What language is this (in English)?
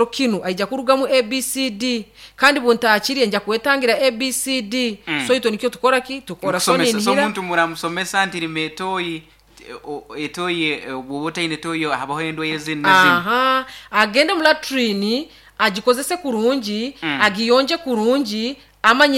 Nyoro